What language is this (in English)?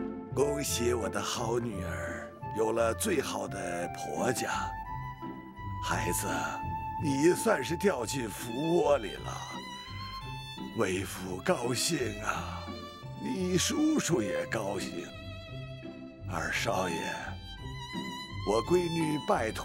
Chinese